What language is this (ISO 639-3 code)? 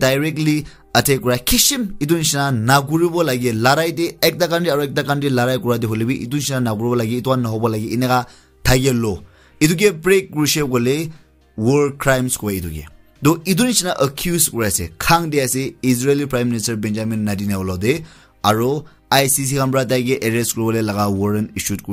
nag